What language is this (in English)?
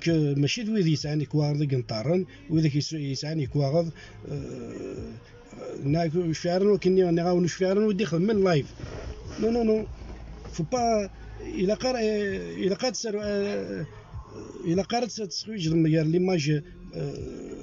Kabyle